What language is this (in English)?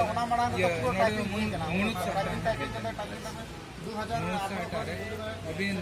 Santali